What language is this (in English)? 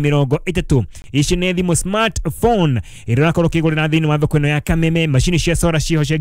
Kikuyu